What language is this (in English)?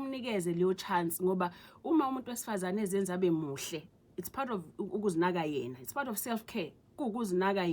Zulu